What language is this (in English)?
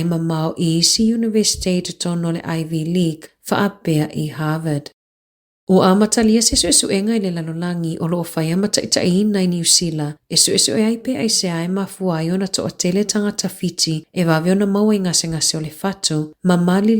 Samoan